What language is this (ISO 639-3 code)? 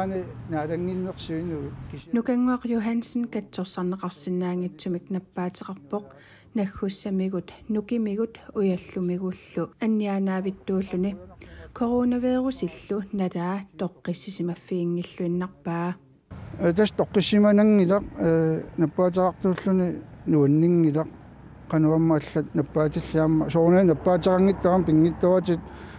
kal